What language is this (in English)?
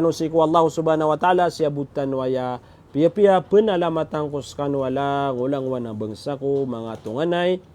Maranao